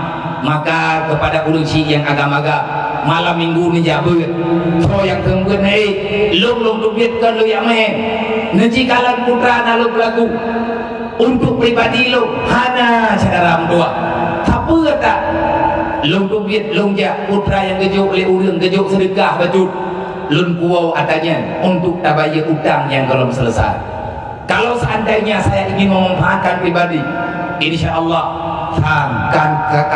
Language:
Achinese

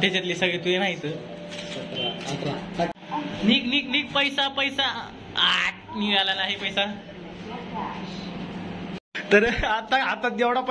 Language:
Marathi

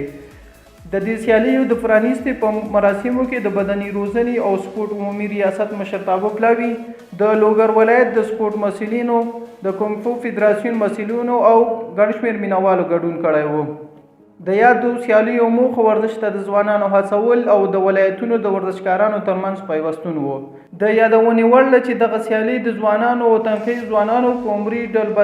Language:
Pashto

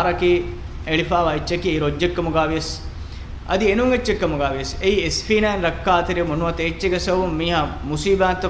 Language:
Divehi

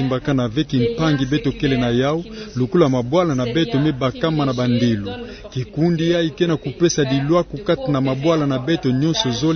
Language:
Kituba (Democratic Republic of Congo)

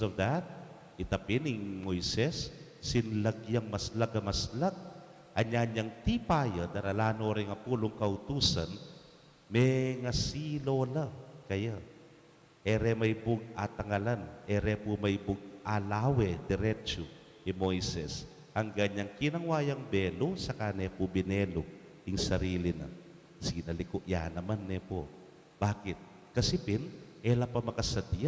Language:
Pampanga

